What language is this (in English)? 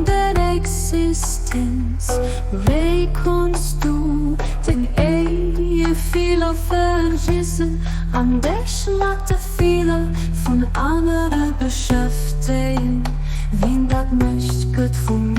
Luxembourgish